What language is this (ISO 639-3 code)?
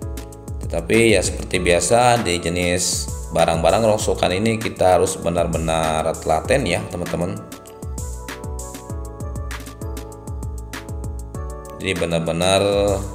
ind